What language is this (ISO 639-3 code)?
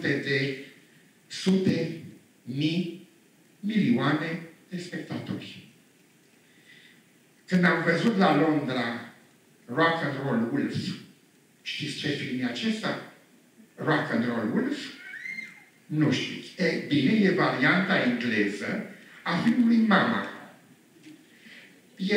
ron